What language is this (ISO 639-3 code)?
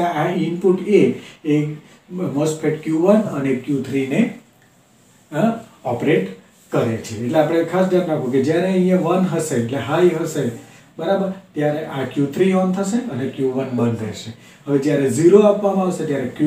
guj